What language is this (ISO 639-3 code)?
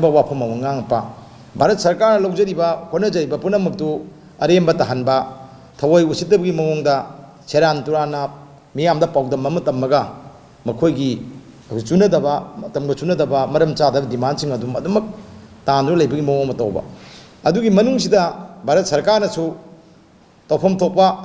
mni